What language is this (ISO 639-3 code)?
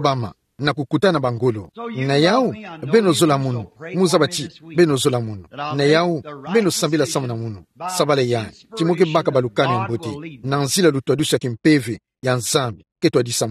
ktu